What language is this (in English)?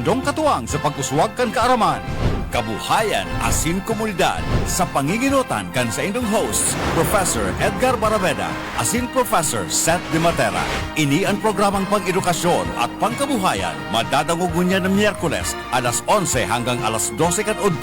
Bikol